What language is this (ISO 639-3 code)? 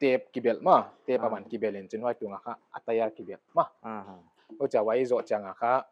pck